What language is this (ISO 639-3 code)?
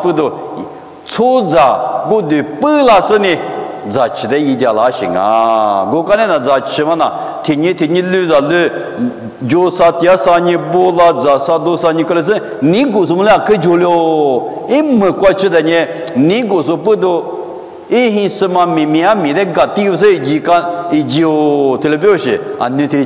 lis